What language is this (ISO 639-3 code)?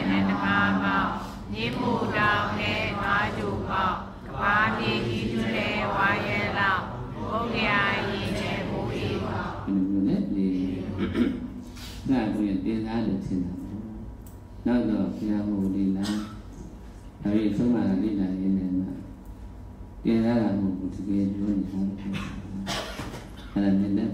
mya